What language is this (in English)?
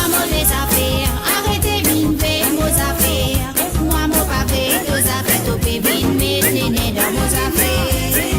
Morisyen